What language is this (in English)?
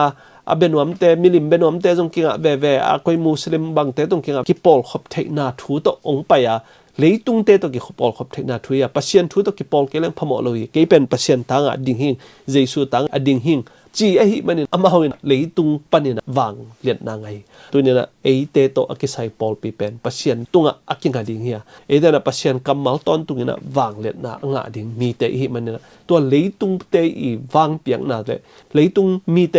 Tedim Chin